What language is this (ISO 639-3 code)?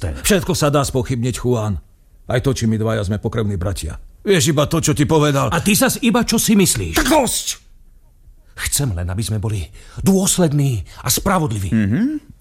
slk